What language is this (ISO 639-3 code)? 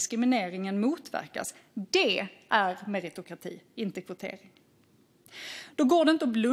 swe